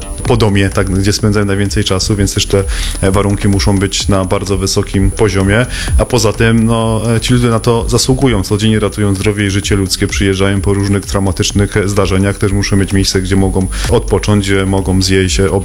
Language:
Polish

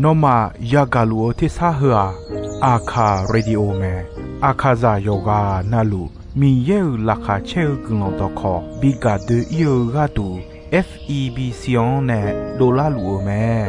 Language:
Akha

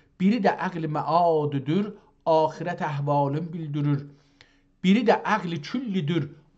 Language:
South Azerbaijani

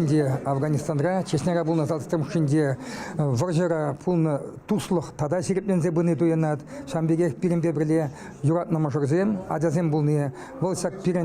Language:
Chuvash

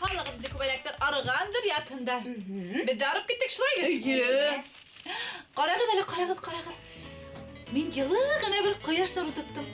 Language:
Bashkir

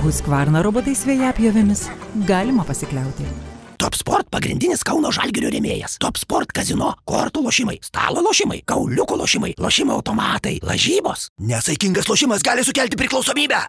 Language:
Lithuanian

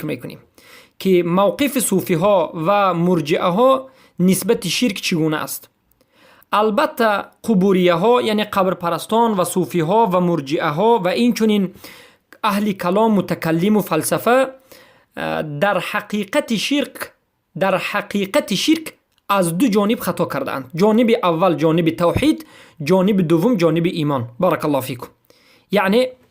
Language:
Persian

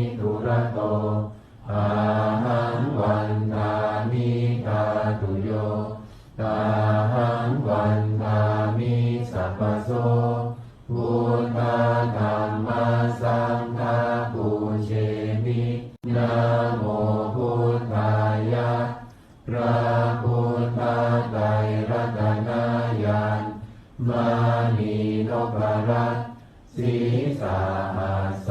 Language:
Pali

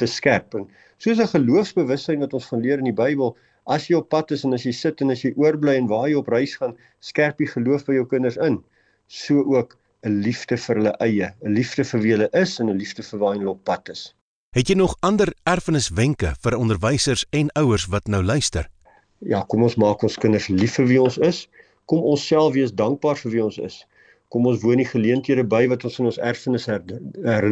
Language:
Afrikaans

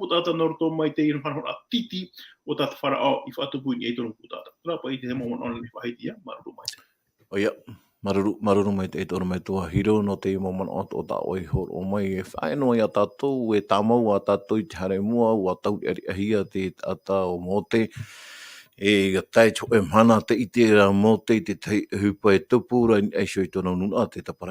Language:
Tahitian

